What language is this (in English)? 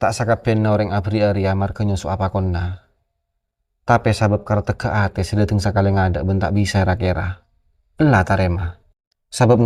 Madurese